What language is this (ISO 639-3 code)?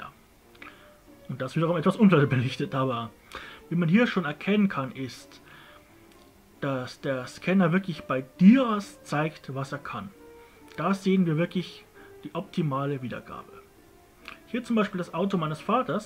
deu